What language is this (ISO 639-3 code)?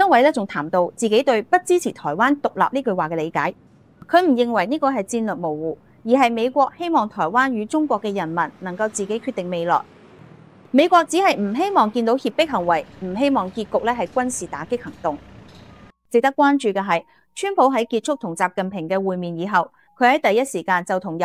yue